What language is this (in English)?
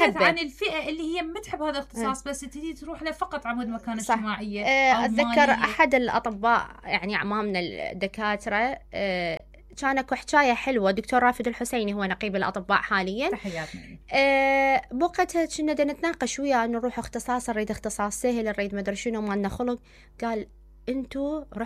Mesopotamian Arabic